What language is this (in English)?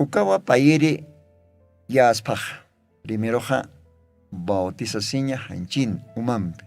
Aymara